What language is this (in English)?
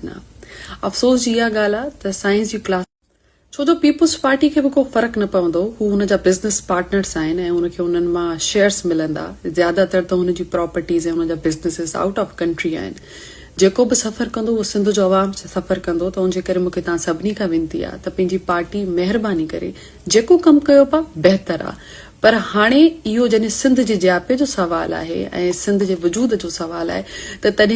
Sindhi